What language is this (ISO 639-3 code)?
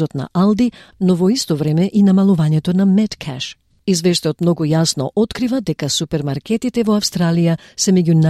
mkd